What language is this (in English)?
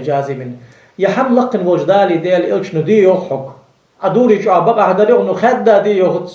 Ingush